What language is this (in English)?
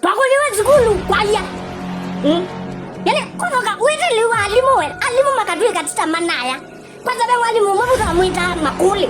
Kamba